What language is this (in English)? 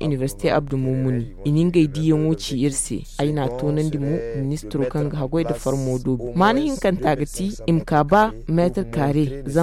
Zarma